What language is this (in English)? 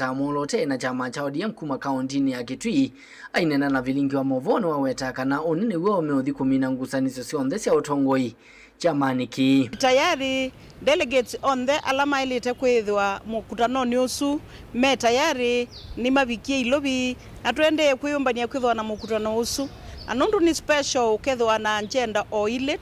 Kamba